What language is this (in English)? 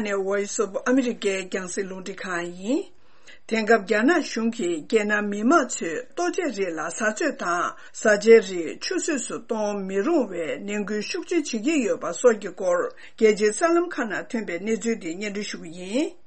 Tibetan